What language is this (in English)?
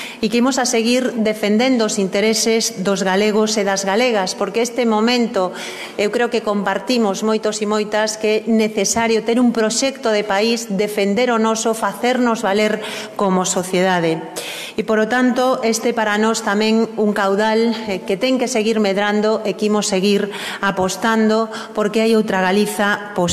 Galician